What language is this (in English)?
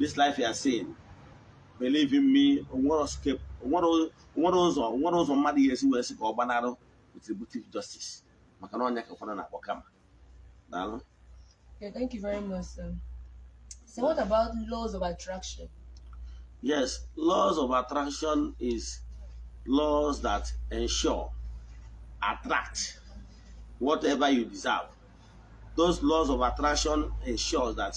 Igbo